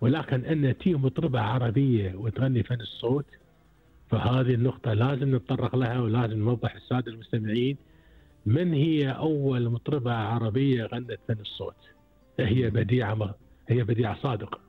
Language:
Gulf Arabic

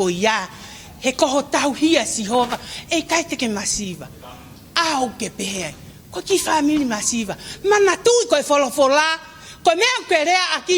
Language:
Tongan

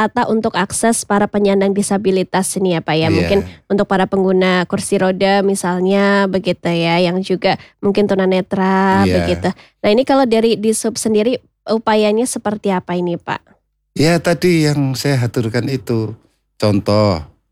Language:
Indonesian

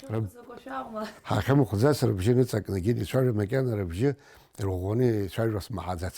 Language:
Abkhazian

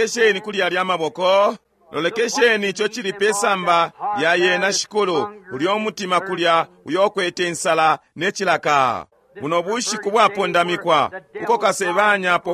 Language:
Bemba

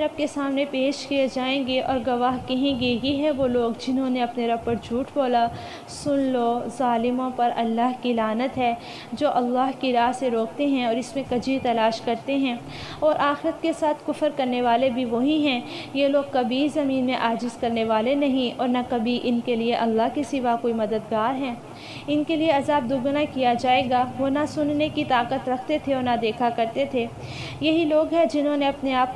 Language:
Urdu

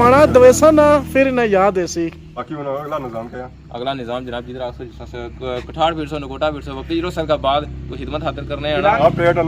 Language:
Pahari-Potwari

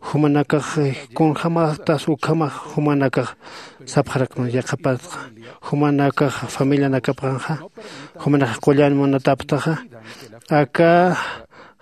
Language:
Aymara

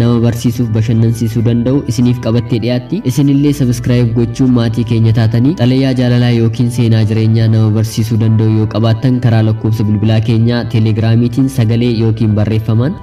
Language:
Oromo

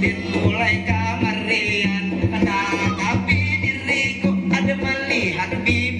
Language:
Banjar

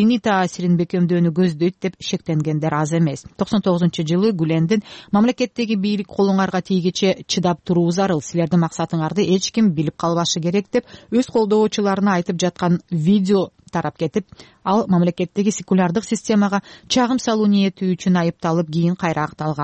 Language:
Kyrgyz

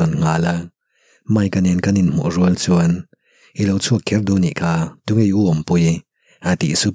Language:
Mizo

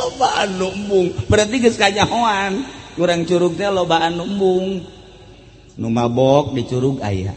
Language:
Sundanese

